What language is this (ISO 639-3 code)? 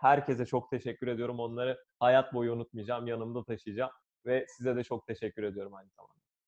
tur